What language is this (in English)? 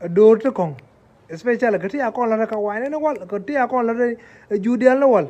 Nuer